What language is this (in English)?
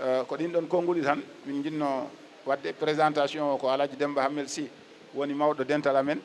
Fula